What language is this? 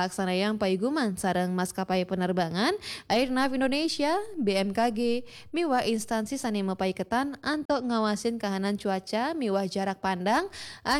Balinese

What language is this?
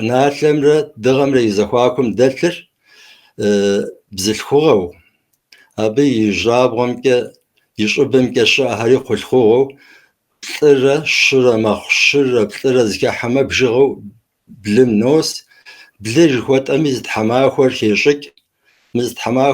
Kabardian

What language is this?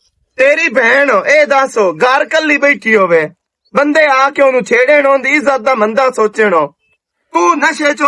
Western Panjabi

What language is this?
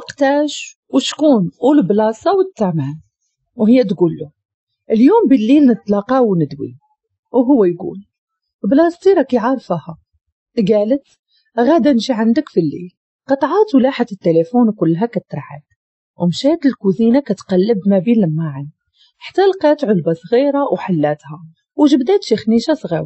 Moroccan Arabic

